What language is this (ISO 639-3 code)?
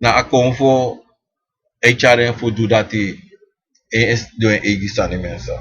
srn